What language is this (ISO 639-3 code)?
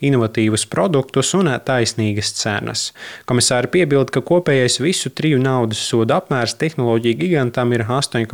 lav